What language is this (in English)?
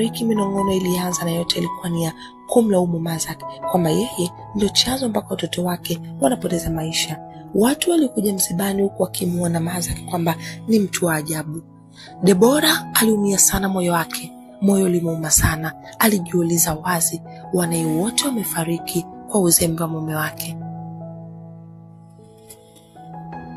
Swahili